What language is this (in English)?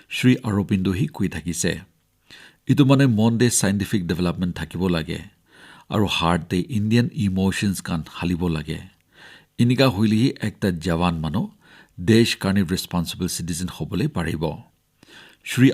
Naga Pidgin